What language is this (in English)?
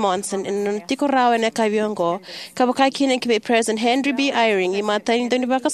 Fijian